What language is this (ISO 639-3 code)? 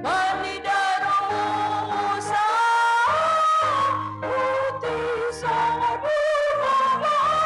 bts